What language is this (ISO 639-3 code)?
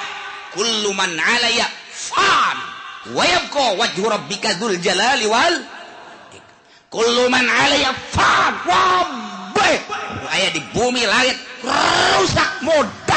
sun